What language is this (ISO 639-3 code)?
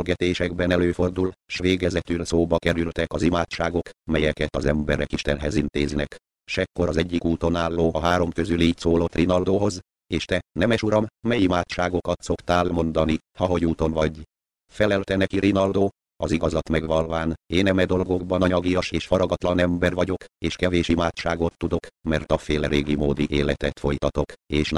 hun